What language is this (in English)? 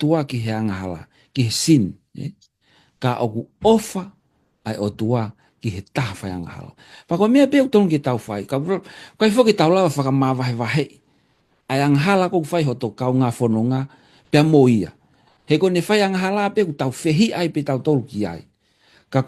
Tongan